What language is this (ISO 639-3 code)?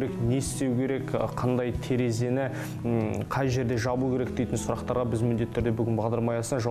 kaz